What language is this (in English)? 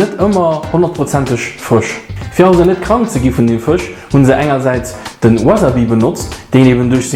Luxembourgish